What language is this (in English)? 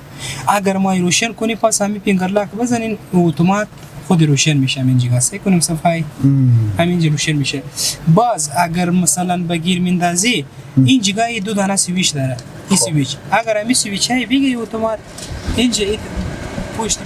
Persian